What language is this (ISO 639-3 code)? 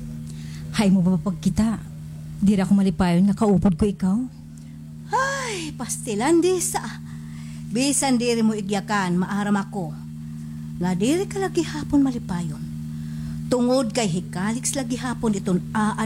war